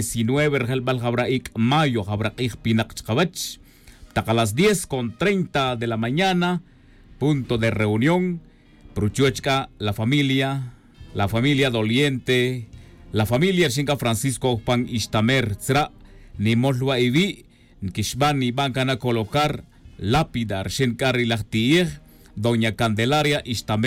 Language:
Tz'utujil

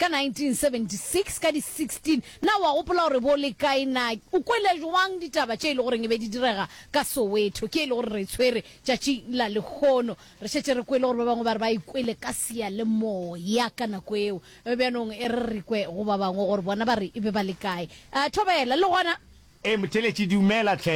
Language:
Northern Sotho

